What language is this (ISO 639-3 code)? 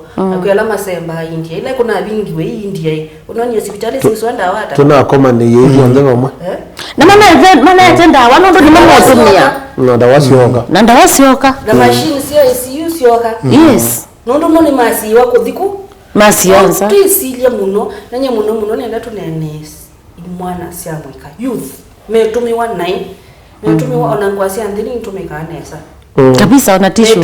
kam